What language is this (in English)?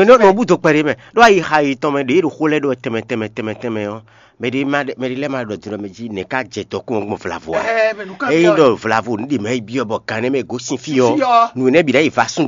Fon